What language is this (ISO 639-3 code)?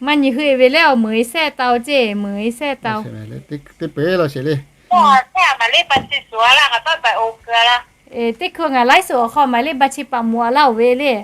lhu